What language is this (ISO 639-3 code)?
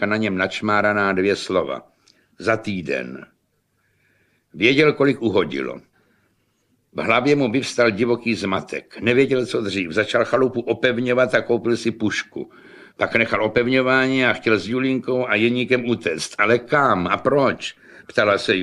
ces